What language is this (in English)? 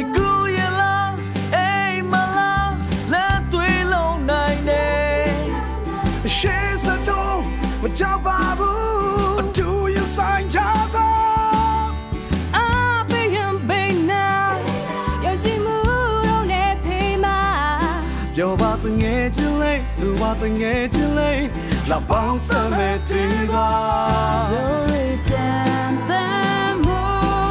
Burmese